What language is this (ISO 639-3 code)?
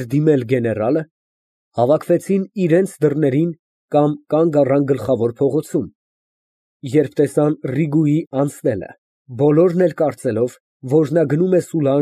hye